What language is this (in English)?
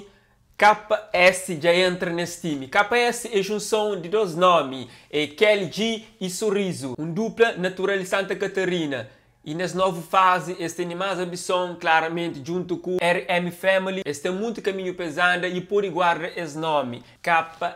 Kabuverdianu